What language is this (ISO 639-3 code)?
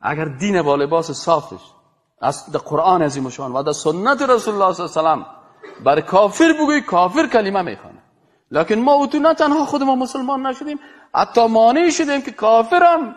fas